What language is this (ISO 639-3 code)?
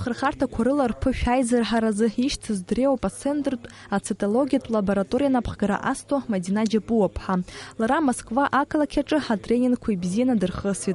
abk